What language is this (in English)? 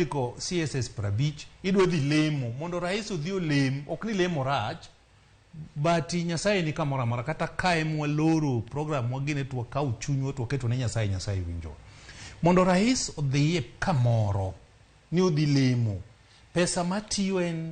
Luo (Kenya and Tanzania)